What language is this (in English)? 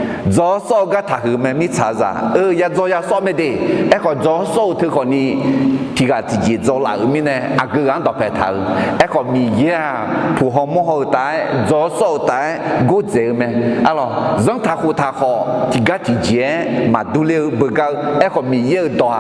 Akha